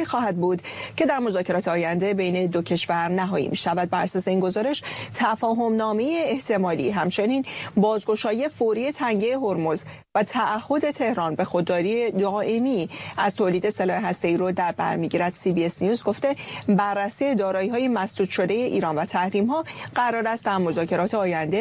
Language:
Persian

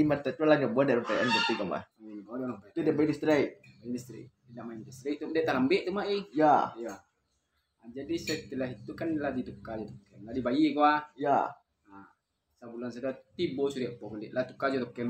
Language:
Minangkabau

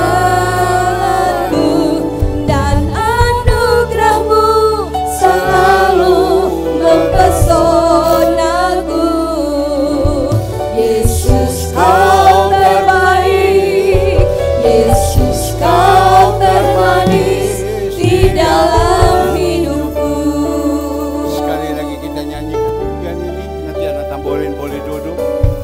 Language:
Indonesian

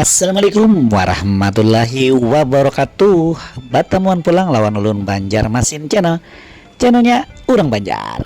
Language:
Banjar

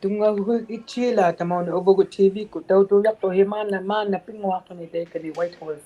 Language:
Inuktitut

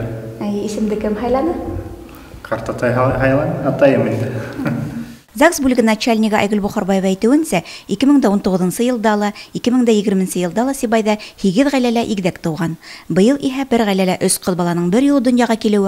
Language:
Bashkir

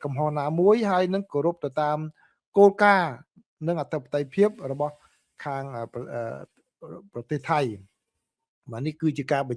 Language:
Khmer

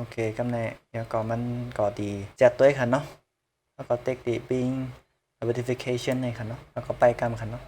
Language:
Shan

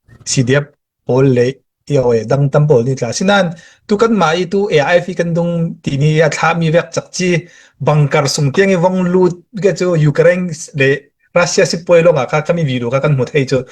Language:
Falam Chin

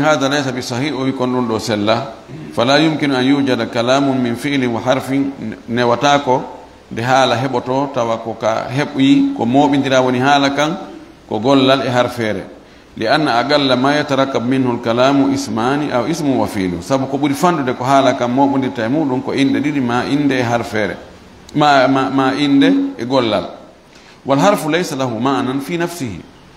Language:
Fula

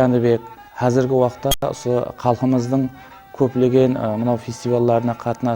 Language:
Kara-Kalpak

